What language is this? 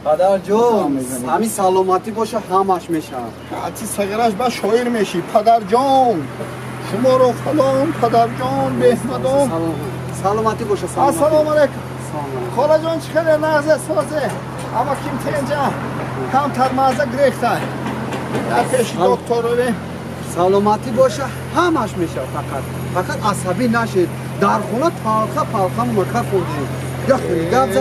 Tajik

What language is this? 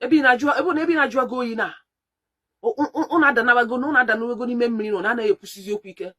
Igbo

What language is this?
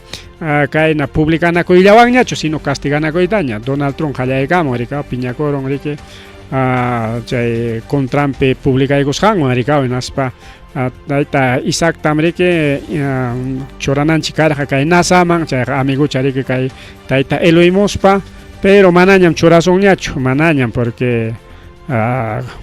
Ayacucho Quechua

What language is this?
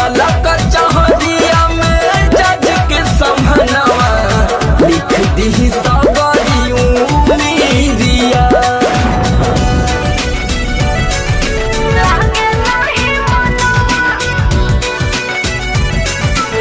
Bhojpuri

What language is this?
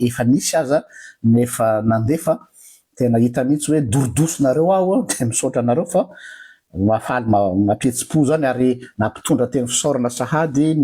Malagasy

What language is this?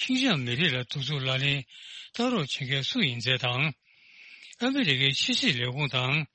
Tibetan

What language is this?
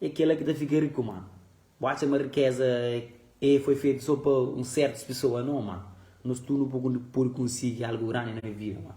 Kabuverdianu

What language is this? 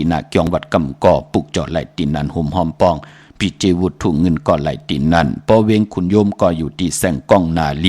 Shan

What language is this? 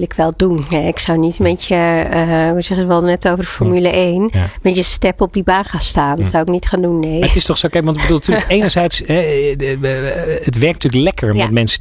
Dutch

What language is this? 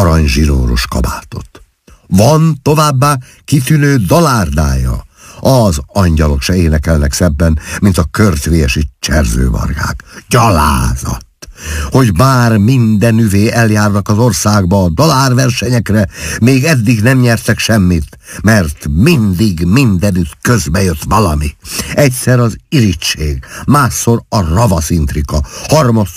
Hungarian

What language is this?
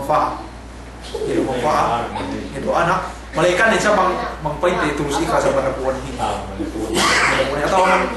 Yakan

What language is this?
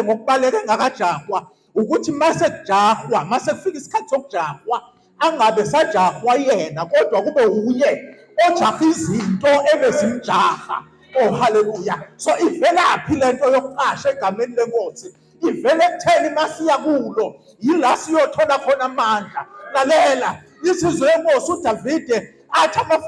Zulu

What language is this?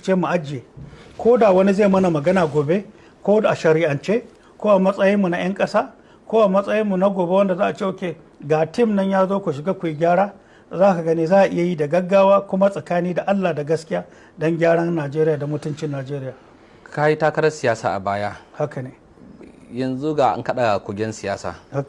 Hausa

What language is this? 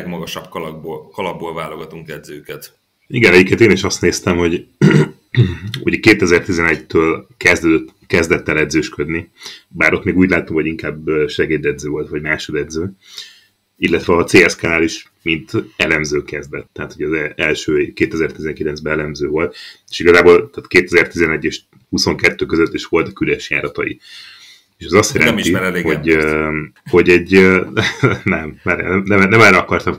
Hungarian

